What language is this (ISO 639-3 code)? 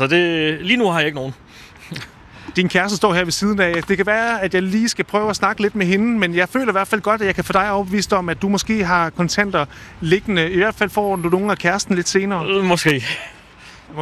dan